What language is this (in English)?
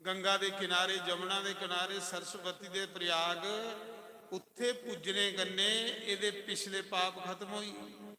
Dogri